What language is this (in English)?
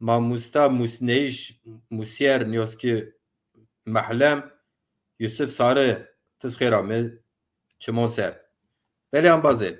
Zaza